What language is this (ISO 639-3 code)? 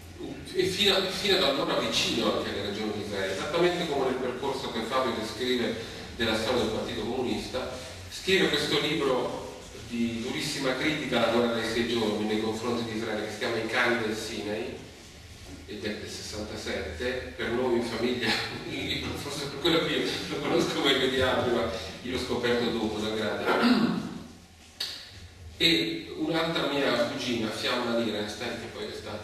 ita